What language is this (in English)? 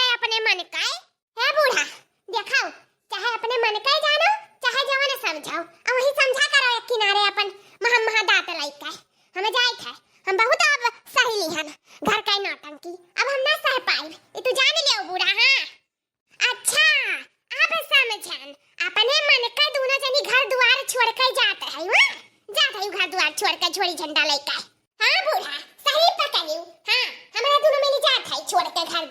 Awadhi